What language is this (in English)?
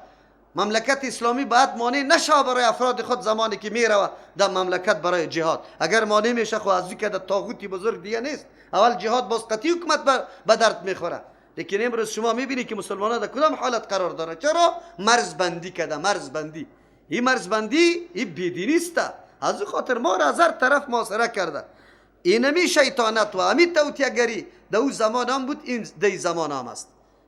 Persian